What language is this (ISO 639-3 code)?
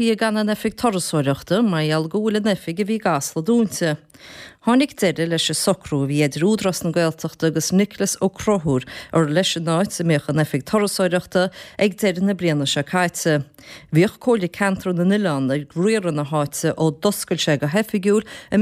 gle